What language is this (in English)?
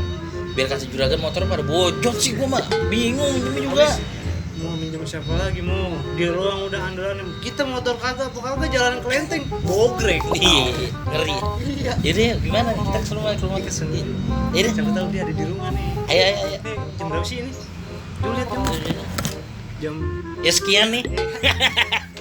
Betawi